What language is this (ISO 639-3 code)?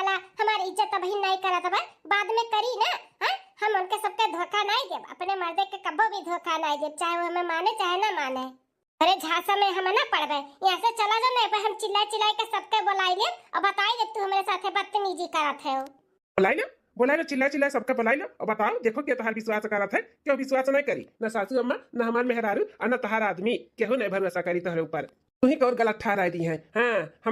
bho